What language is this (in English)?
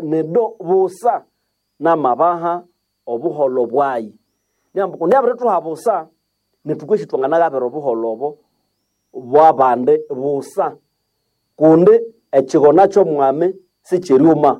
Nande